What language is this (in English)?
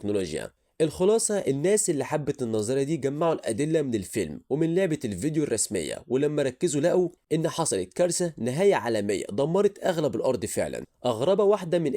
Egyptian Arabic